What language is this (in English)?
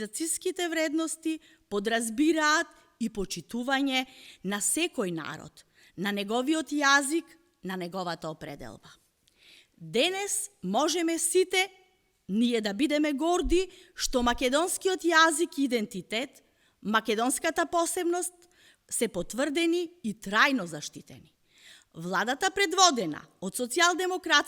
Macedonian